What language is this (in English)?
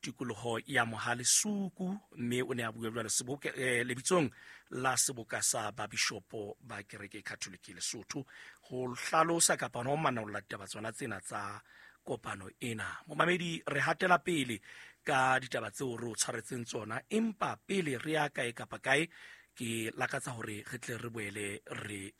Southern Sotho